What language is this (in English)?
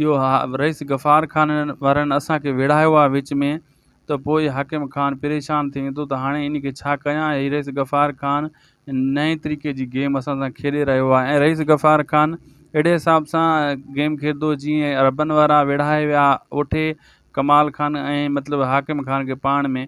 Sindhi